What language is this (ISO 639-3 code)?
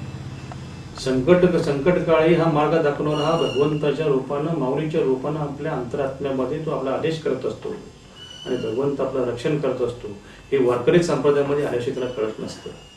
mar